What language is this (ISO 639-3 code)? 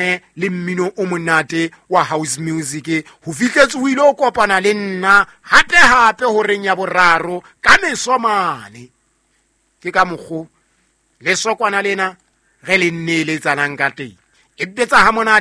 sot